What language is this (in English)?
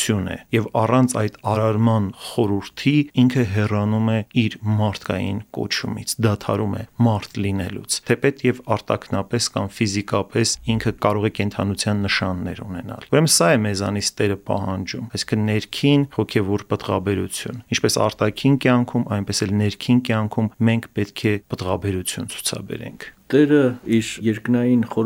Armenian